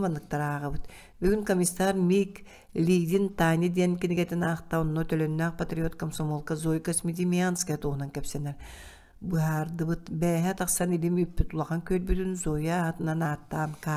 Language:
Yakut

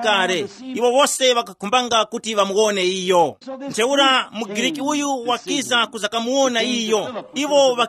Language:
Tumbuka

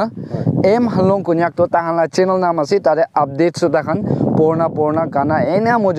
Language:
Naga Pidgin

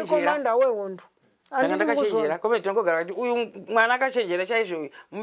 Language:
Shona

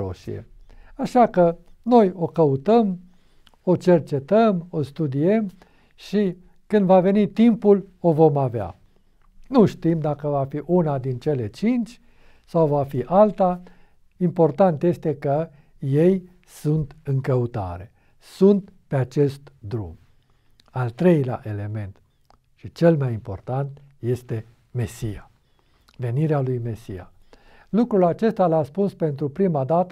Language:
Romanian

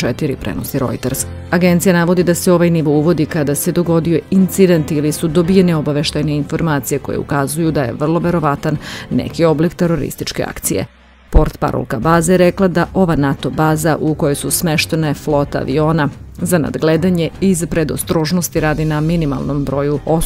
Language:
Serbian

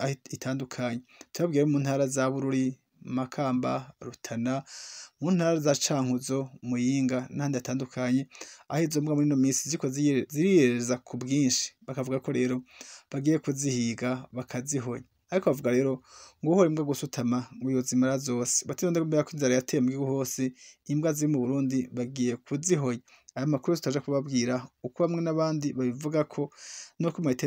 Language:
Rundi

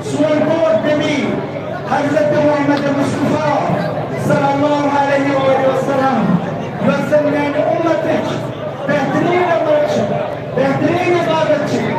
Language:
Kashmiri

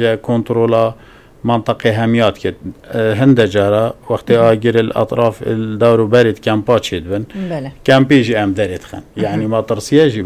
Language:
Kurdish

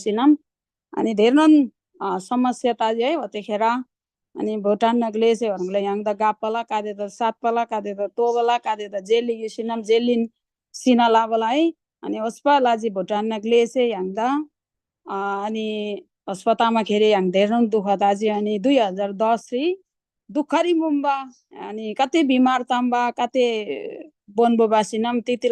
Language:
Eastern Tamang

